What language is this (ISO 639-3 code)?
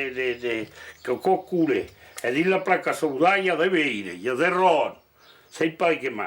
oci